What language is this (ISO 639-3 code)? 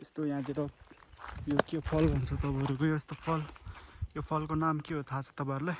nep